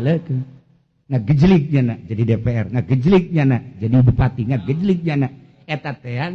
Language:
Sundanese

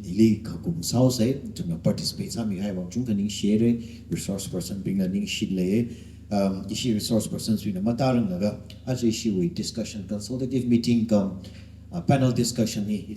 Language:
Tangkhul Naga (India)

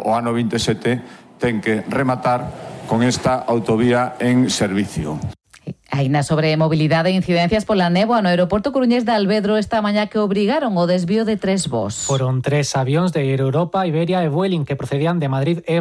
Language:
Galician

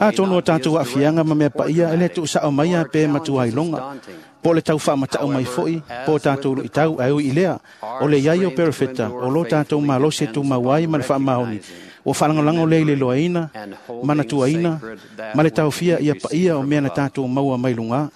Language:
Samoan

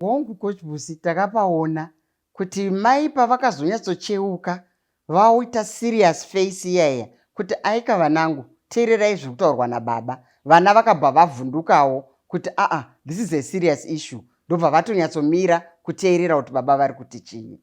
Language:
Shona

